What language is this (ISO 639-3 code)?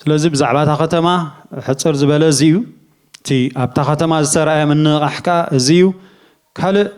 tir